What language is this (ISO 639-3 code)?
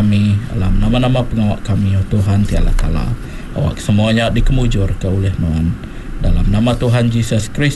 iba